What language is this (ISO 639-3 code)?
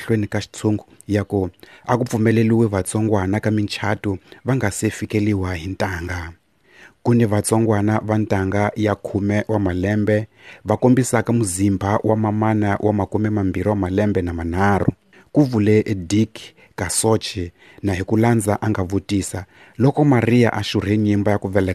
tso